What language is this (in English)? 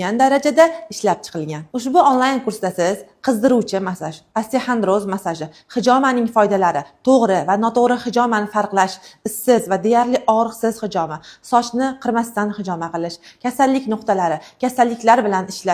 Uzbek